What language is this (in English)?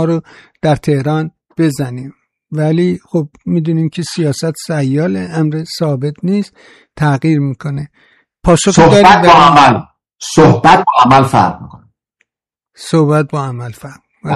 Persian